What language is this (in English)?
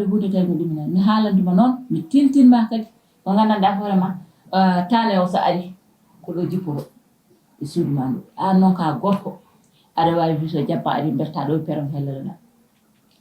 Fula